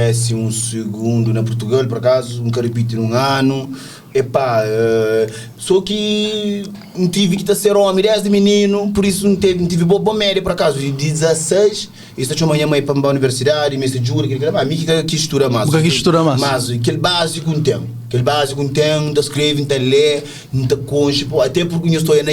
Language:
Kabuverdianu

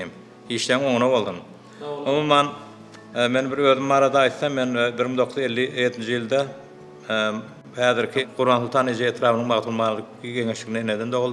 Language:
Turkmen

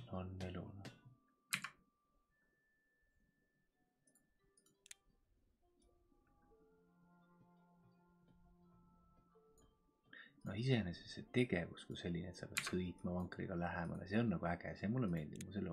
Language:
Estonian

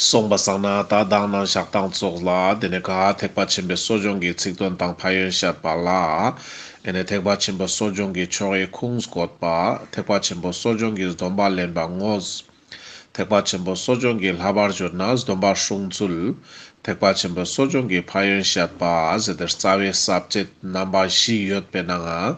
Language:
Ladakhi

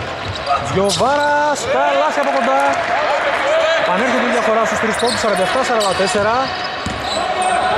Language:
Greek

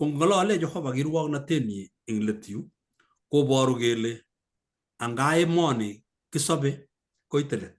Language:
Kalenjin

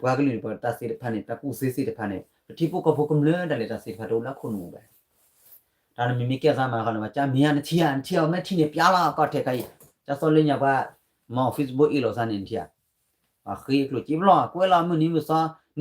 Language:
S'gaw Karen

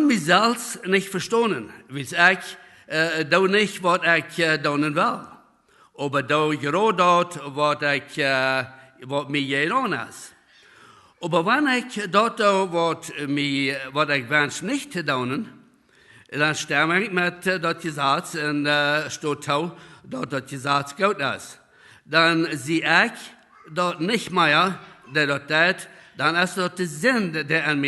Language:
Plautdietsch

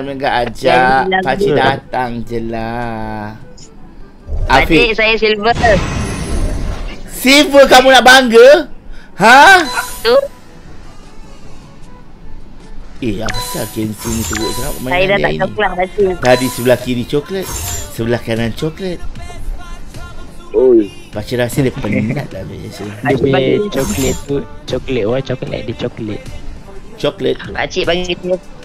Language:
Malay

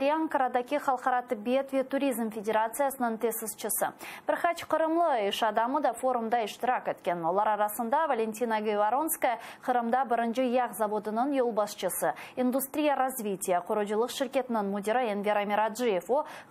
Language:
Crimean Tatar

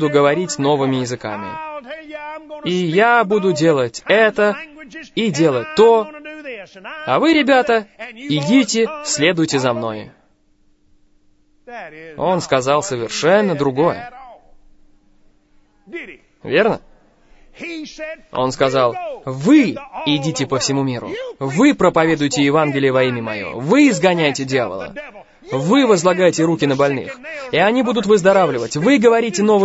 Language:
Russian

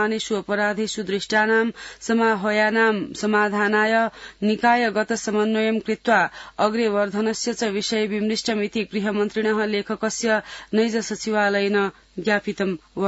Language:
Sanskrit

